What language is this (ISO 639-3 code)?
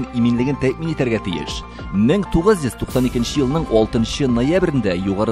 tat